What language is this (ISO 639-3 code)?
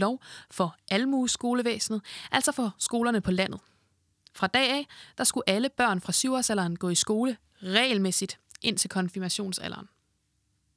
dan